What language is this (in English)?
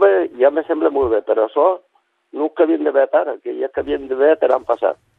Catalan